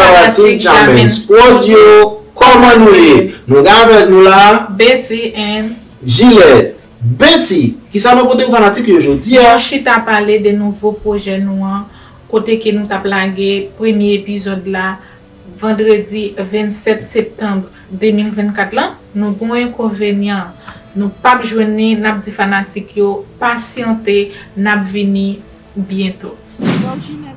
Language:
Haitian Creole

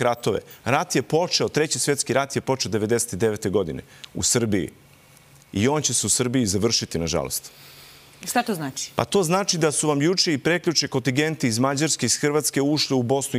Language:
Serbian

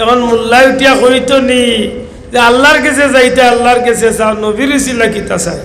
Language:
Sylheti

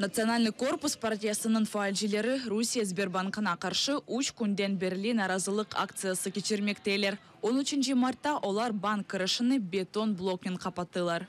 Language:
Crimean Tatar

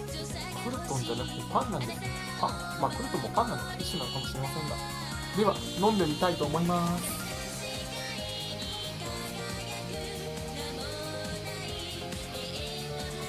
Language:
Japanese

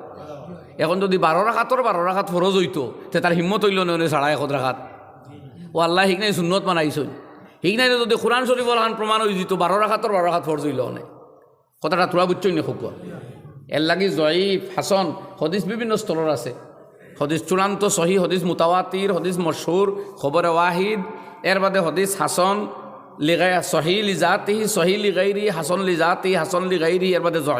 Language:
Sylheti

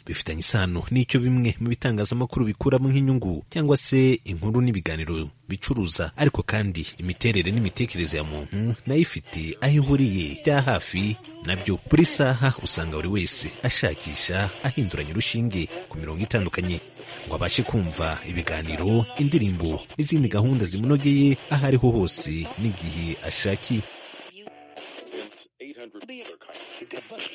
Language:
Kinyarwanda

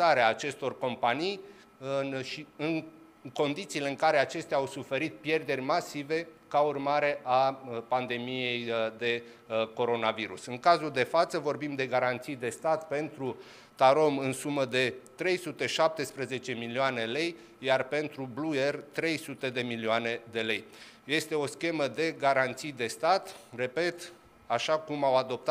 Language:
Romanian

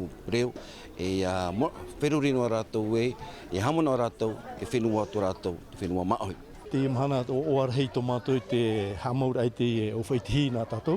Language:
Tahitian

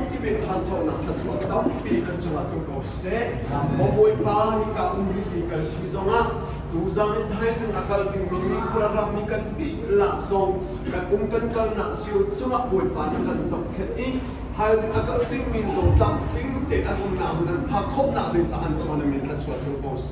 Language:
Hakha Chin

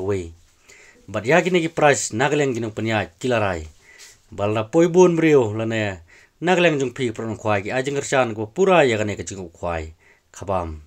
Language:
Khasi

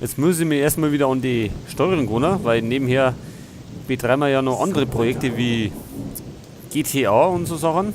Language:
Bavarian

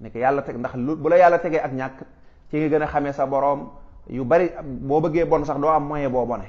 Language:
Wolof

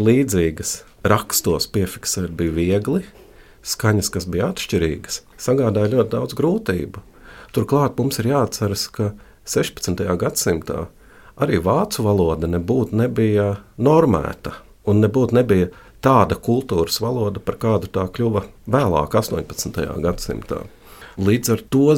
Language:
Latvian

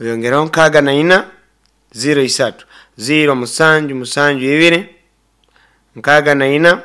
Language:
Nyoro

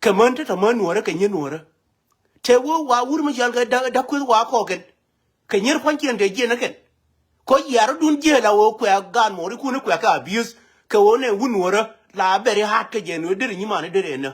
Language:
Nuer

